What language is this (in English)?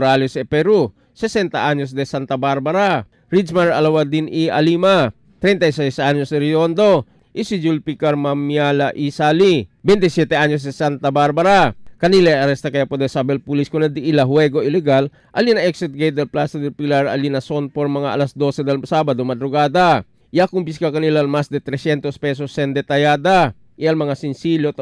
Chavacano